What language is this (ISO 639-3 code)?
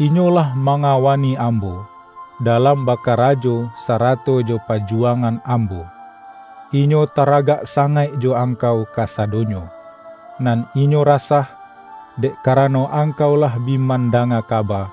min